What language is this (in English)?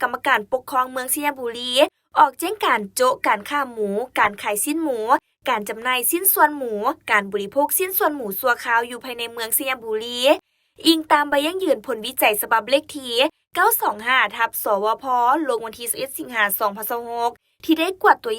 Lao